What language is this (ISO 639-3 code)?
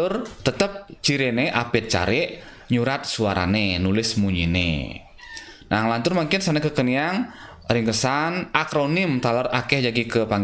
ban